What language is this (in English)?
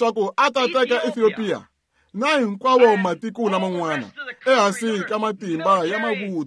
Tsonga